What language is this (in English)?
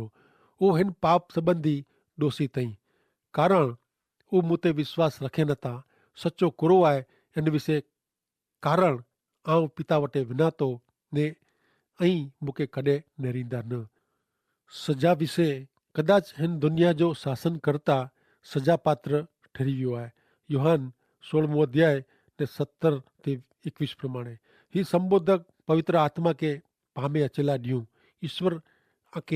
Kachhi